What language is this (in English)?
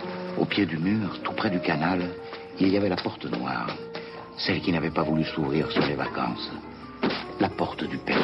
French